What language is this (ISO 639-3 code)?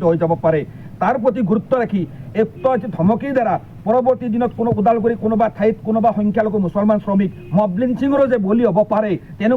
asm